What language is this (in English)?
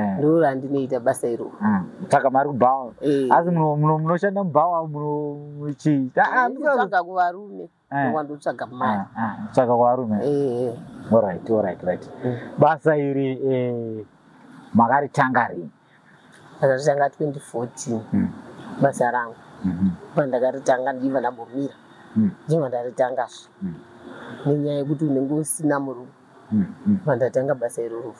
Shona